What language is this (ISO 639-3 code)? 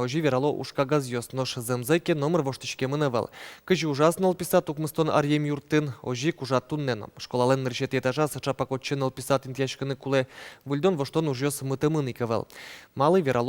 udm